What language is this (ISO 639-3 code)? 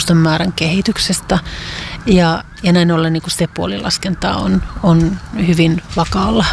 fin